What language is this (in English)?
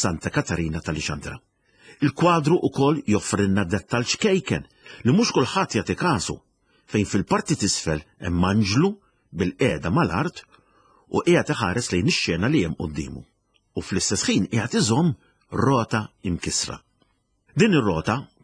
Maltese